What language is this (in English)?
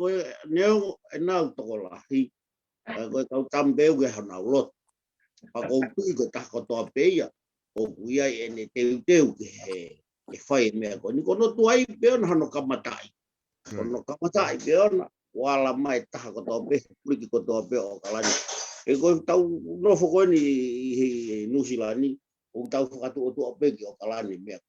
Tongan